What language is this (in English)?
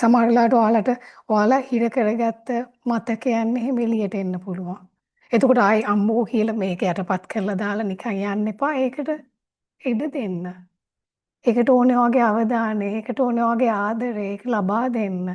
Sinhala